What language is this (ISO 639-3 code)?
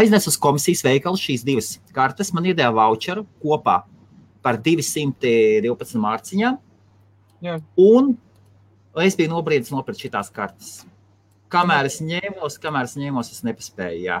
lav